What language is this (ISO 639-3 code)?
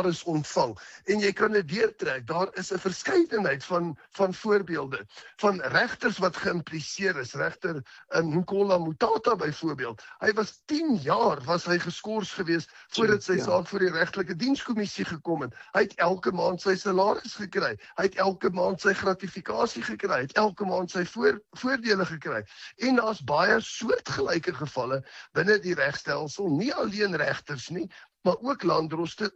afr